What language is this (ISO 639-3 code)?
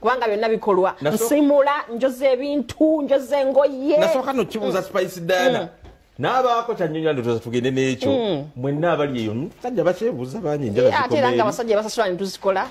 lug